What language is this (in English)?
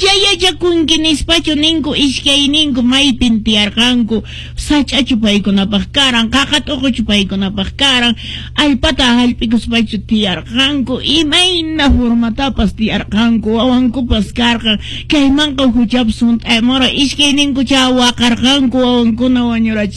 Quechua